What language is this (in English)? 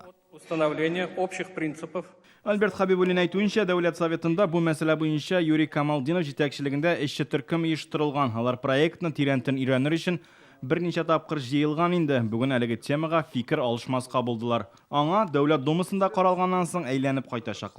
Tatar